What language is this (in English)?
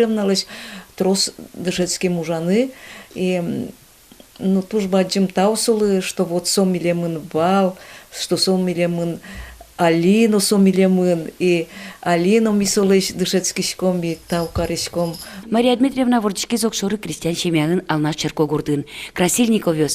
Udmurt